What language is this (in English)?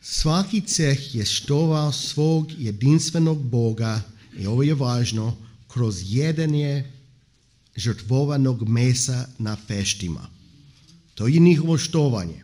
Croatian